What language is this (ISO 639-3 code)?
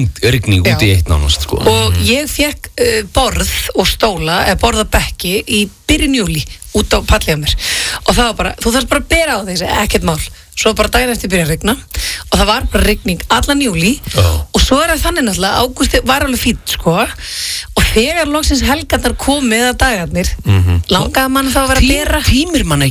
isl